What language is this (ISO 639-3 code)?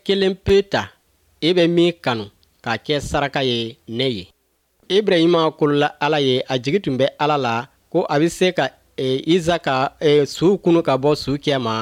bam